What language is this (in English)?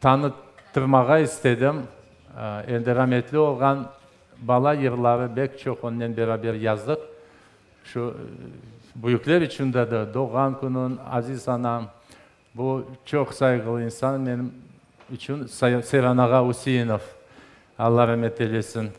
Crimean Tatar